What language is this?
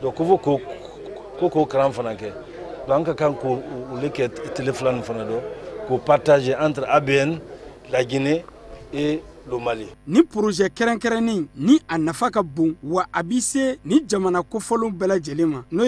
Bambara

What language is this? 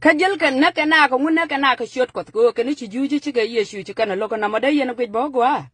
Nuer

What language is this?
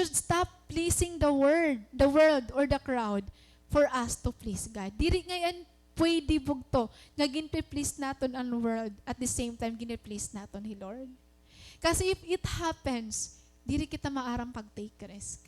Waray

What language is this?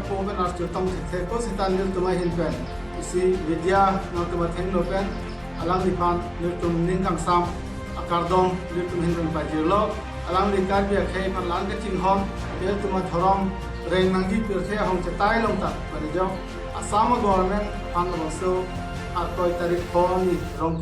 Karbi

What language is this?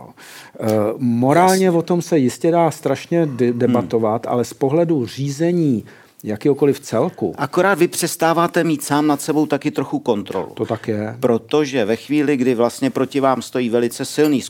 Czech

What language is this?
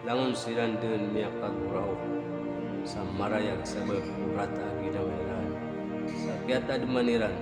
Maranao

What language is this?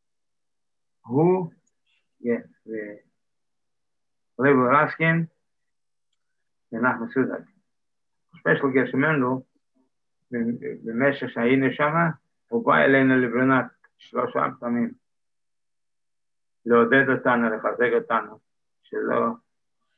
Hebrew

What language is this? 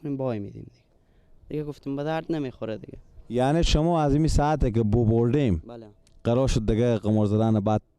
Persian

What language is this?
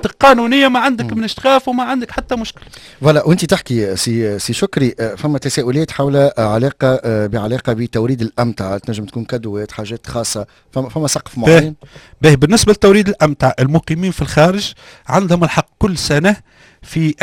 Tunisian Arabic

